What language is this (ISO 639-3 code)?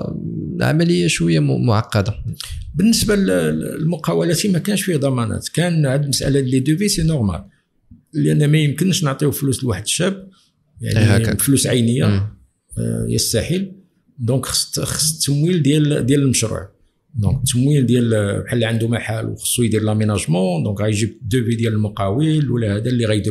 ary